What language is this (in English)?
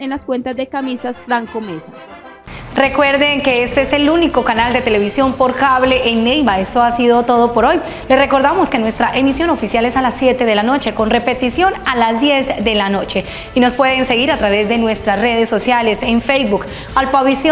Spanish